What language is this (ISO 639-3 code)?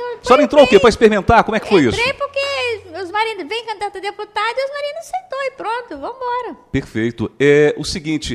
por